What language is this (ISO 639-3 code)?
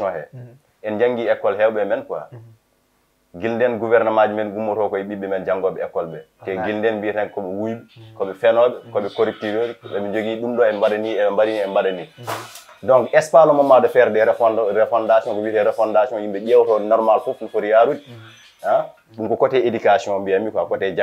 ful